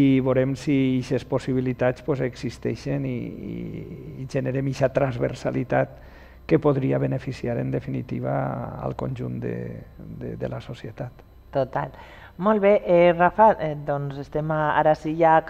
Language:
Catalan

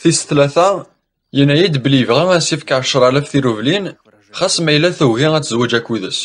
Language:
Kabyle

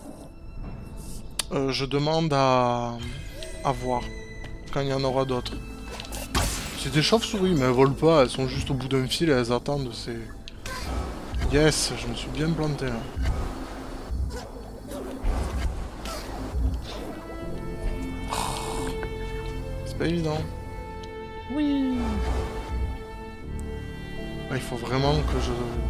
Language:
French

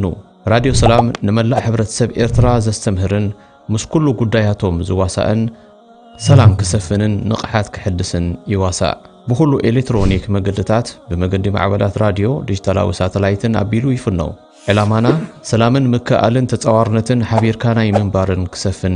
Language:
Tigrinya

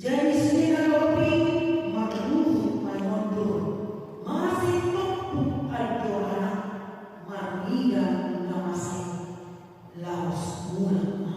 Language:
Batak Toba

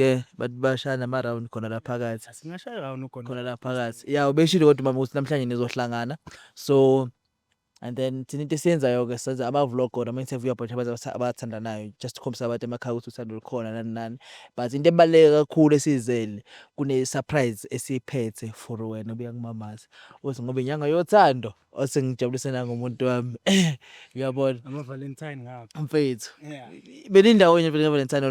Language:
Zulu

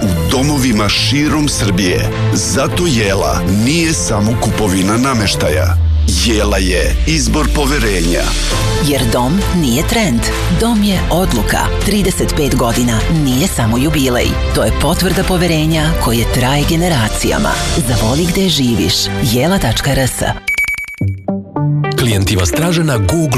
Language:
Serbian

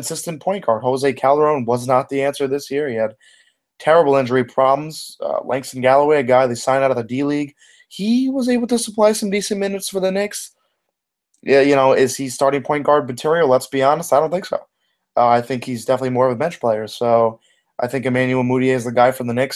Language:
English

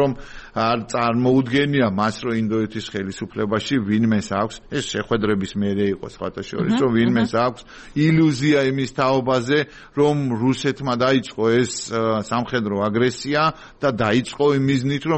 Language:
Georgian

